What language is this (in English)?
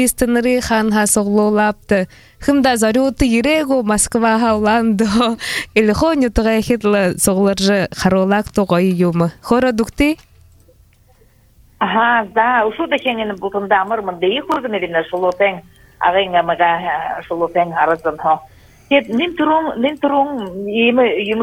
Buriat